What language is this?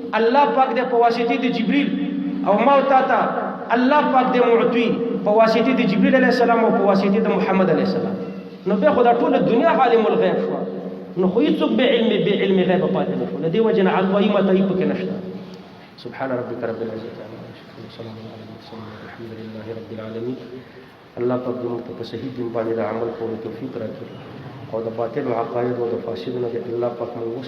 Pashto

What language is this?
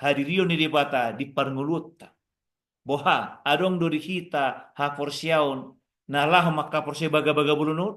Batak Toba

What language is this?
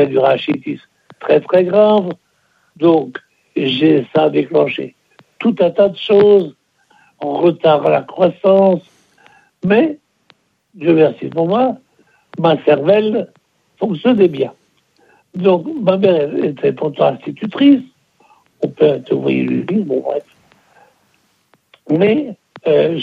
French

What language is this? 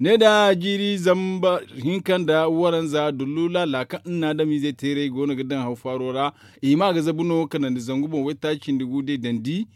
Zarma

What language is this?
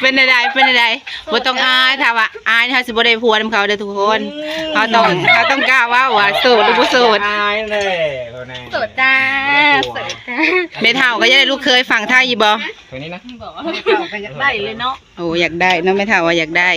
Lao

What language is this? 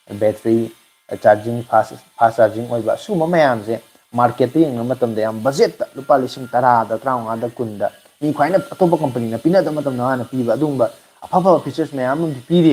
Manipuri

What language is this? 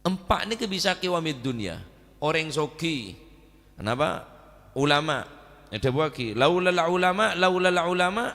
Madurese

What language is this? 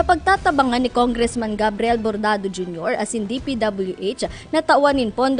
Bikol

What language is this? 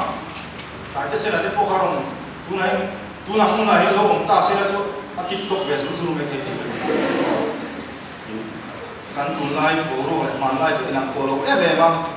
Mizo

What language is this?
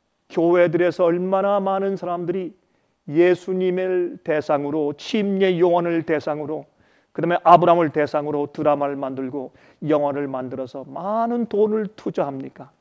Korean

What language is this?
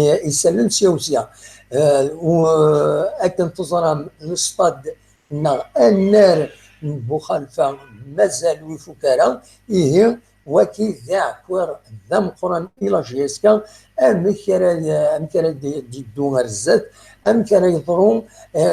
Kabyle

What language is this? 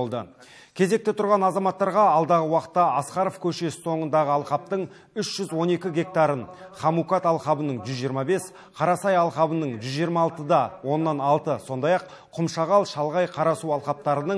Kazakh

